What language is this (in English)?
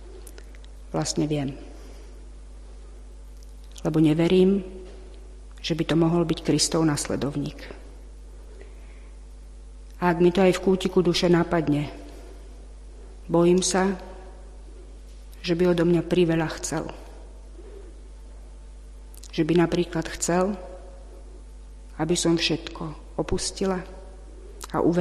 Slovak